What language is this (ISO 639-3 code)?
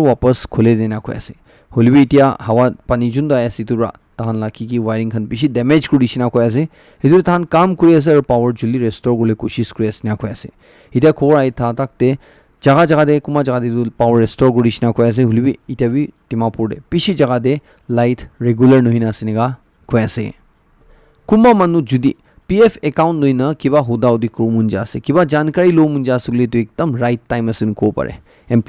nag